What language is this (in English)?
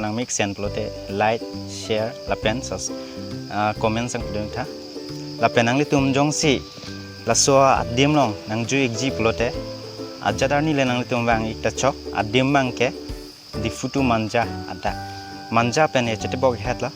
Karbi